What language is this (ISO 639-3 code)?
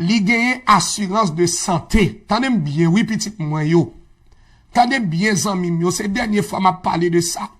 hat